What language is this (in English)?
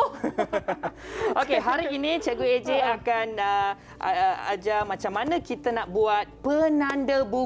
Malay